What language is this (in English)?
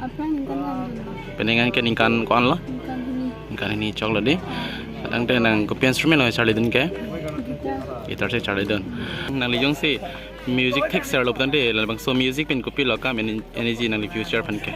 Karbi